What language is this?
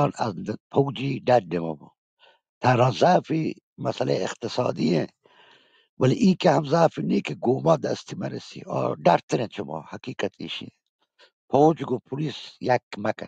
Baluchi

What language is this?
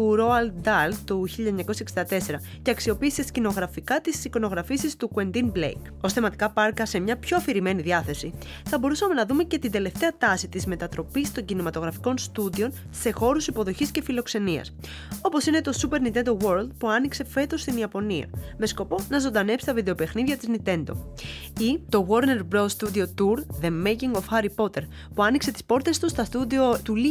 Greek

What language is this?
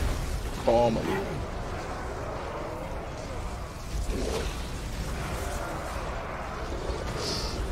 Portuguese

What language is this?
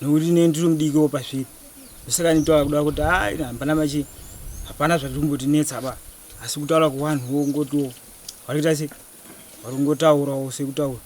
Shona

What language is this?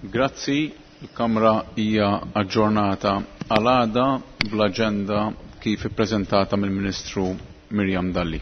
Maltese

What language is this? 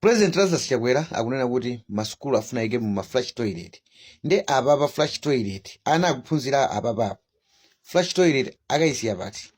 Nyanja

